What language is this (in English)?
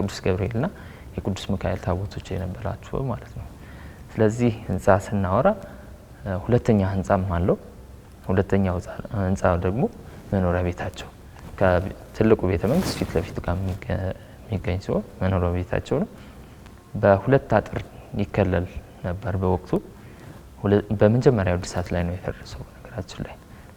Amharic